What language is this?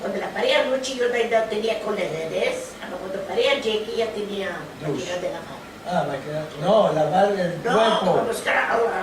Ladino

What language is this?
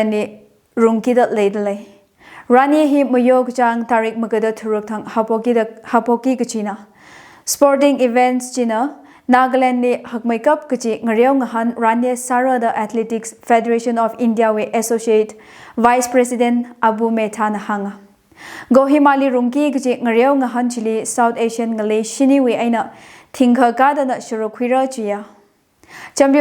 Tangkhul Naga (India)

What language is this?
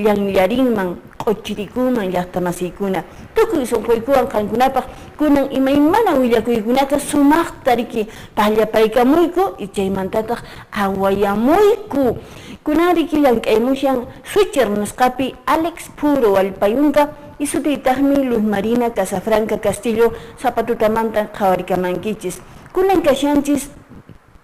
Quechua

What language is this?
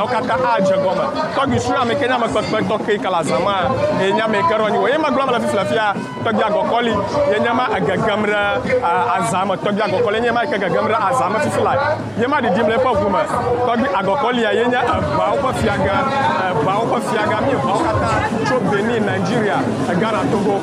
Ewe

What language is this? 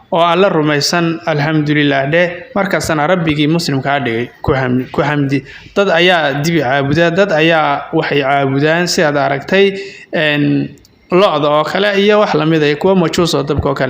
Somali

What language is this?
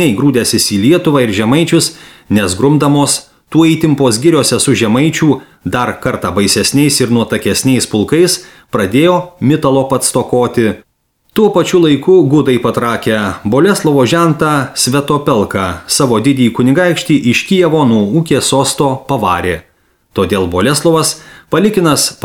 Lithuanian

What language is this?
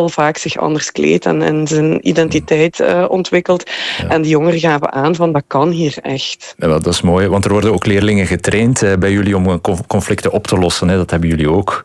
Dutch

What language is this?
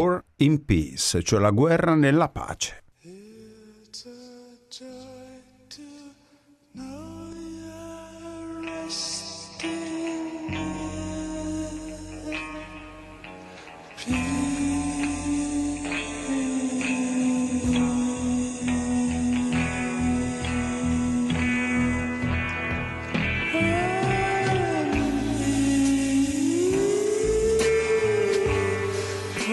Italian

